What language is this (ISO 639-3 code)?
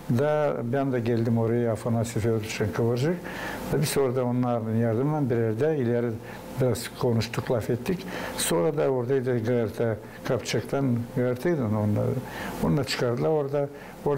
gag